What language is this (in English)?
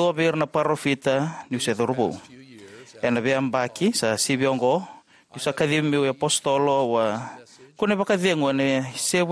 Fijian